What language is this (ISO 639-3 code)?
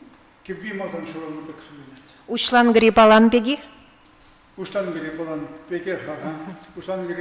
chv